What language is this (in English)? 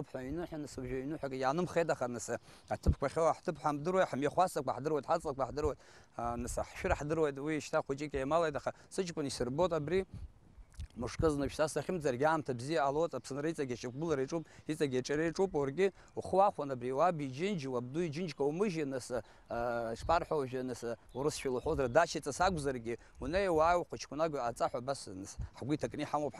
Abkhazian